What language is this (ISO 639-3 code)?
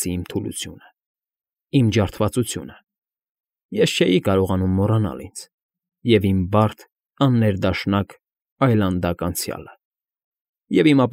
hye